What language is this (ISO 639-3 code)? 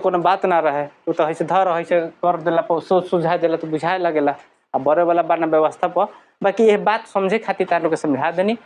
bho